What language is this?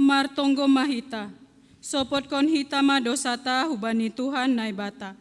Batak Simalungun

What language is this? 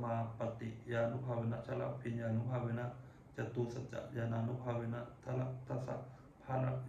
Pali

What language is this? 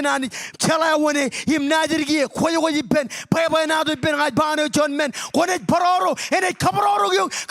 Marshallese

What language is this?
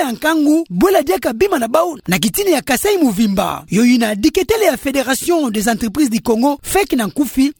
Kituba (Democratic Republic of Congo)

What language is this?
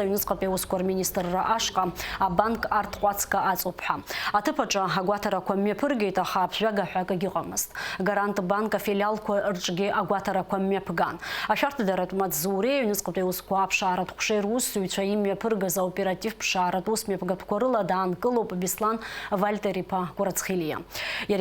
Abkhazian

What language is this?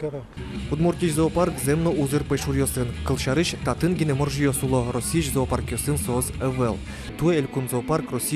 Udmurt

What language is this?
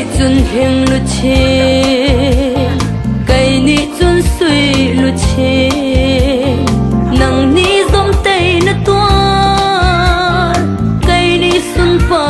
Hakha Chin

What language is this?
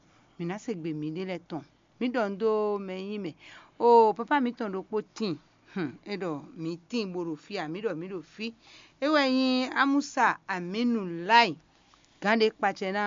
Fon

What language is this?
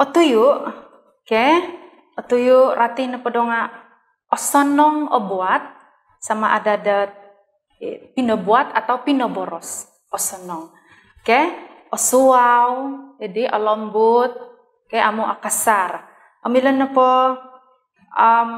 Central Dusun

